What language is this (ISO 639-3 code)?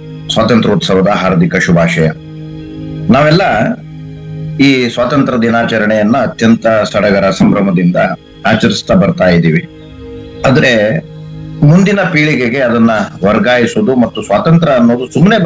kan